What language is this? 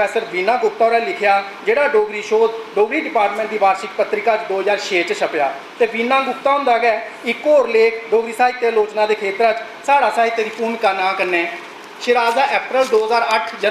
Dogri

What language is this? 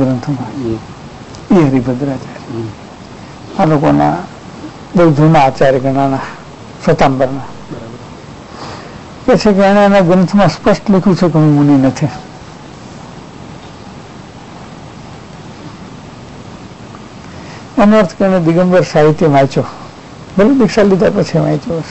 Gujarati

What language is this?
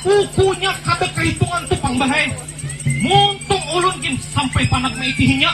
Banjar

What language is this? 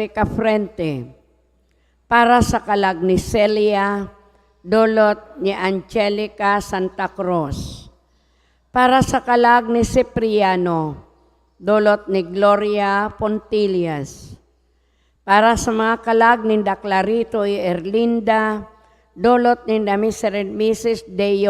Bikol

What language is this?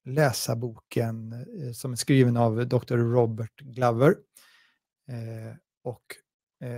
Swedish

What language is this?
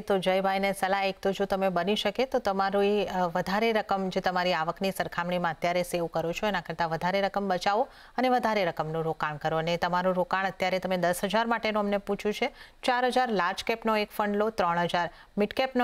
Gujarati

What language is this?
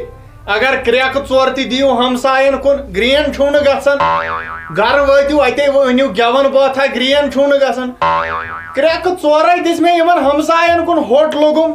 Kashmiri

